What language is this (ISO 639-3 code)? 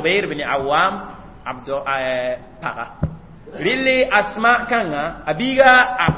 mos